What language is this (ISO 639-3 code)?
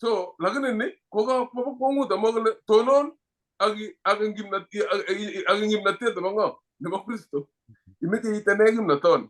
kln